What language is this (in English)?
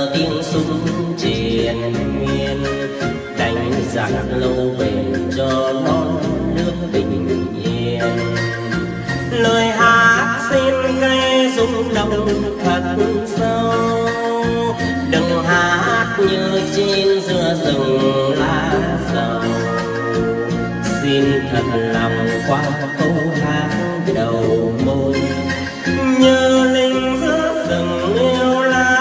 Vietnamese